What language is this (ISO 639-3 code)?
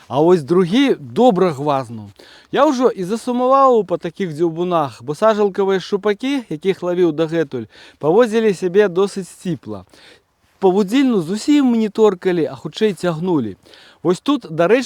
bel